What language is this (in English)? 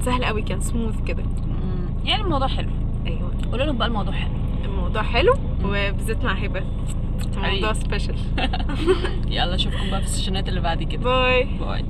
Egyptian Arabic